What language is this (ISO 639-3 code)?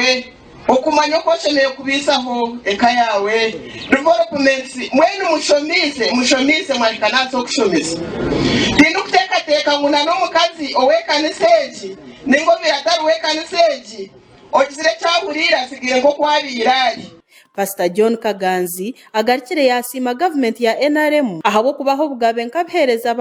nyn